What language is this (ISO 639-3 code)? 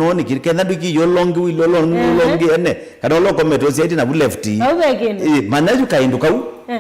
kam